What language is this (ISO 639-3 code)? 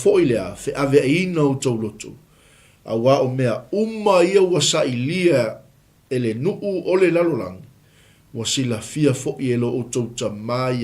smo